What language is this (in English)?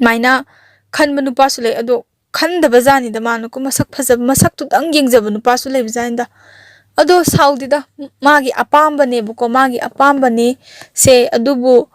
Manipuri